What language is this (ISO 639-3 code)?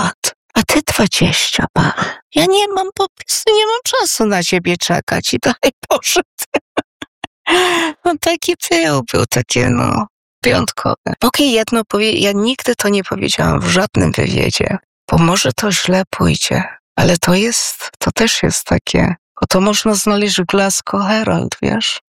pol